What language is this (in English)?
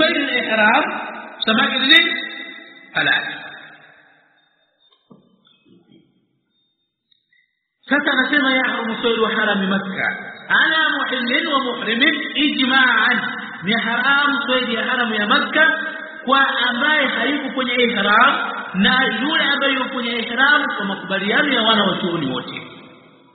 Swahili